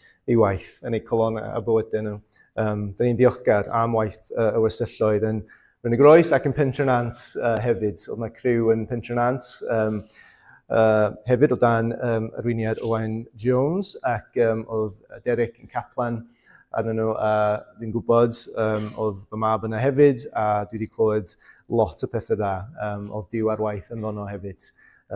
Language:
Welsh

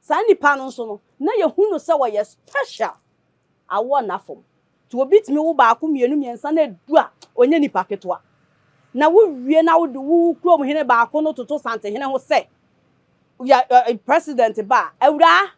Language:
Akan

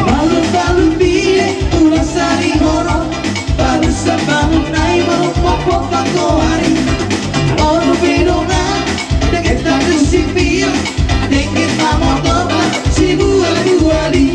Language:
Batak Toba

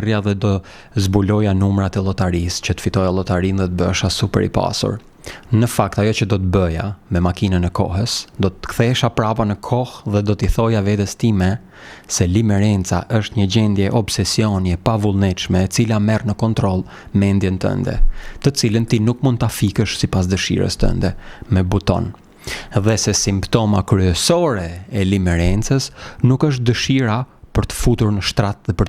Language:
Albanian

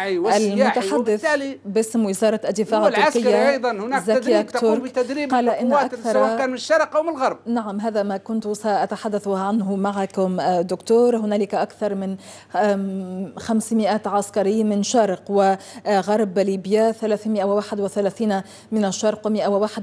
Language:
Arabic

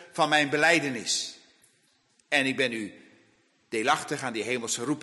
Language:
Dutch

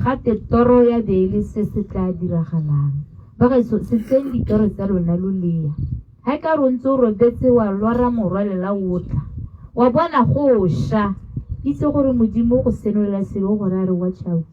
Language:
Tswana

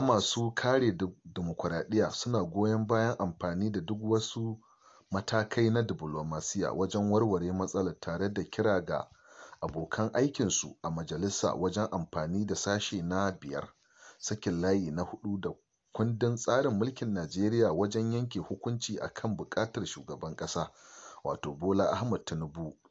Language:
Hausa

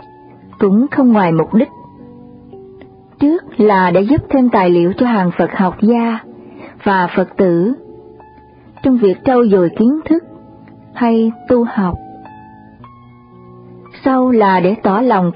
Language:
Vietnamese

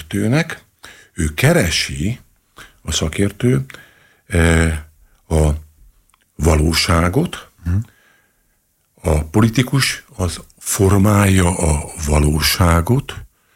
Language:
Hungarian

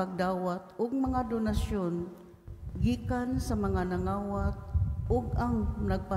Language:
Cebuano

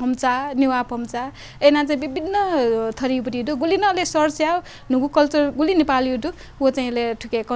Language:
Newari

